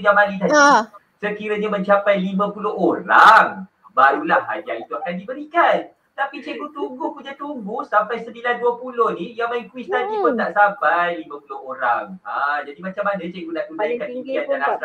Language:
Malay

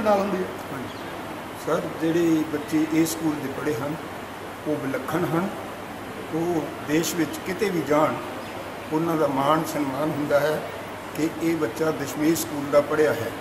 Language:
Punjabi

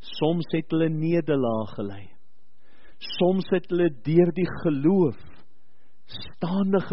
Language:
Afrikaans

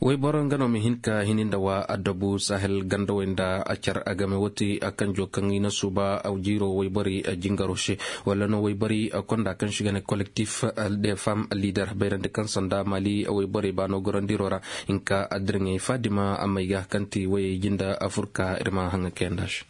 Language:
Koyraboro Senni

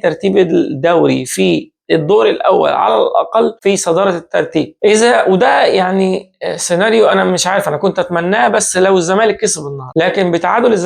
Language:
Egyptian Arabic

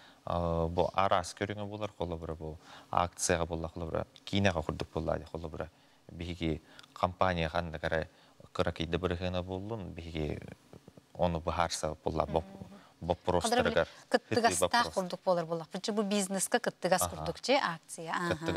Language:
Yakut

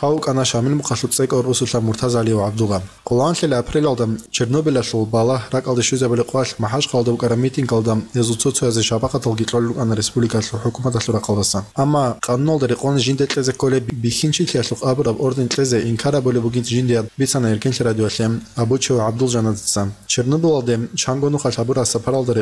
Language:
Avaric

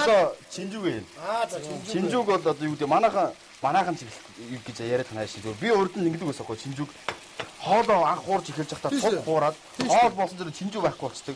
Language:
Mongolian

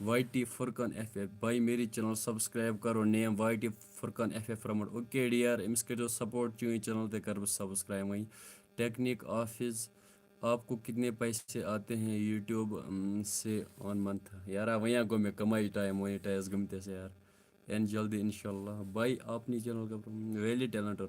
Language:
Kashmiri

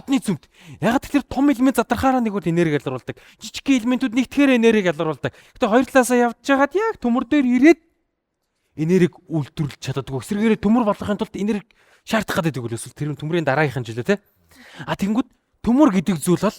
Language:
Mongolian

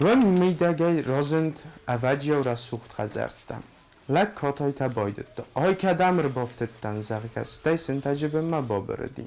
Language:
Ossetic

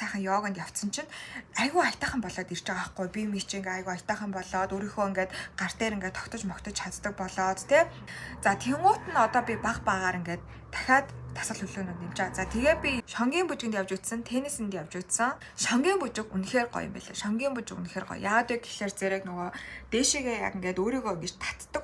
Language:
Mongolian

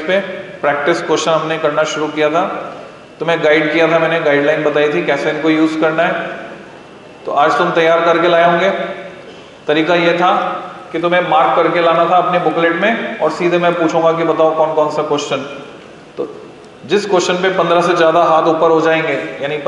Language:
Hindi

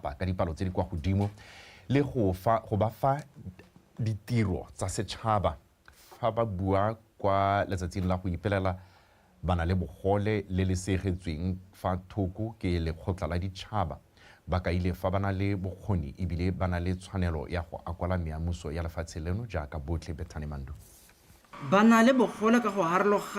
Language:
Tswana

